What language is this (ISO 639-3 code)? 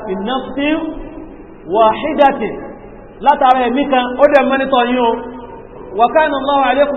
yor